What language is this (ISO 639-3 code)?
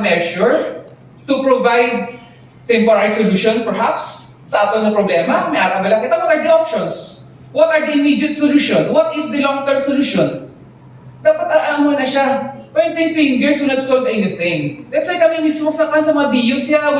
hil